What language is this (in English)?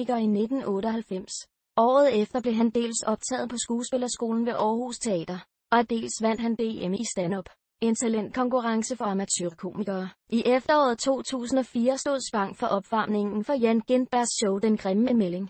Danish